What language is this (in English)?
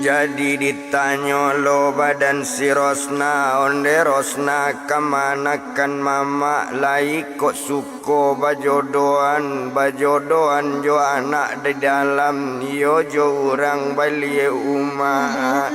Minangkabau